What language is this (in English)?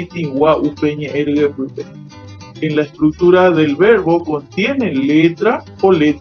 Guarani